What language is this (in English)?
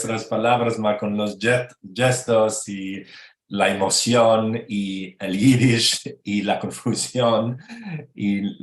Ladino